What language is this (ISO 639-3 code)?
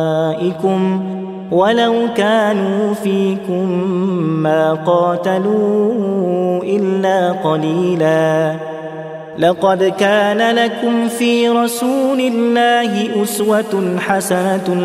ara